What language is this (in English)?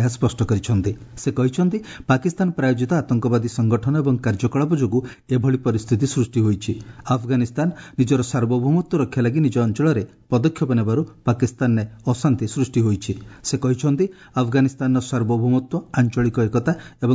Odia